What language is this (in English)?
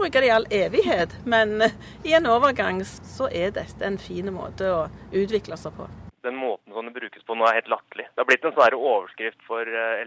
Norwegian